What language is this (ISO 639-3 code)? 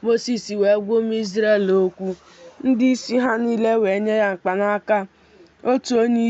ibo